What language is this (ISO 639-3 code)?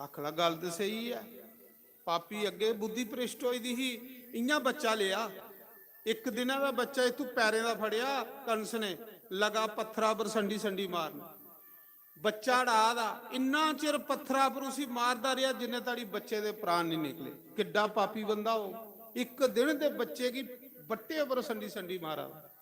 doi